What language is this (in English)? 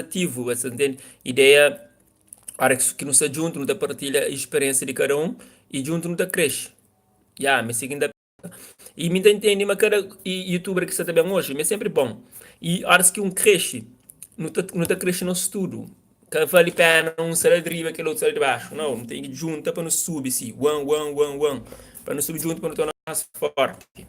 Kabuverdianu